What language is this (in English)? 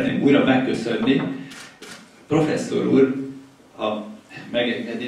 Hungarian